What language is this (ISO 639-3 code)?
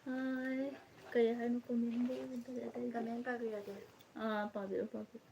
mni